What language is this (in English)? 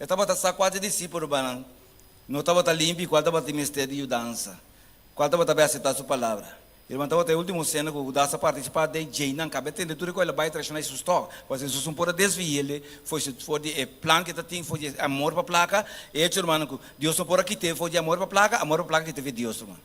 Papiamento